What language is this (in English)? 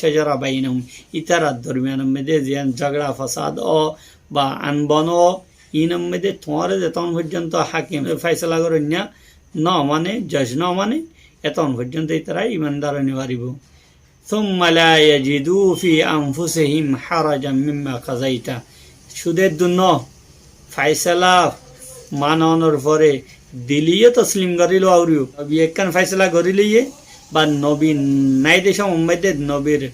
Rohingya